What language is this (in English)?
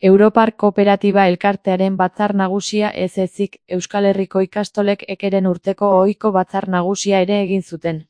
Basque